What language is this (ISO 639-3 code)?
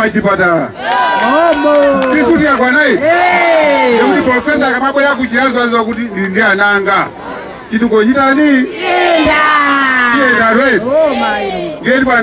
nya